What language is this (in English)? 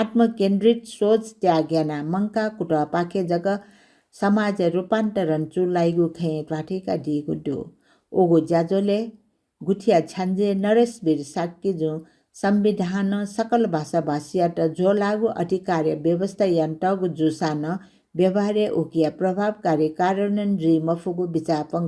Newari